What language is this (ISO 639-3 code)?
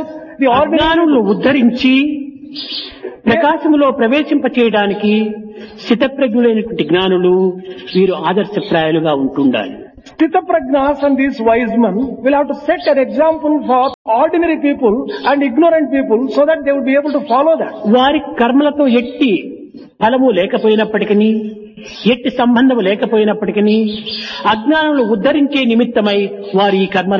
tel